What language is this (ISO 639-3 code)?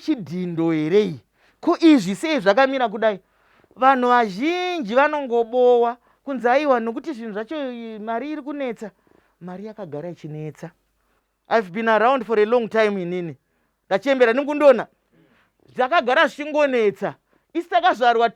sna